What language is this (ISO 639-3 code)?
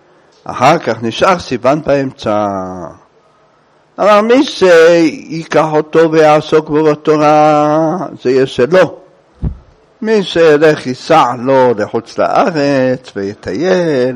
heb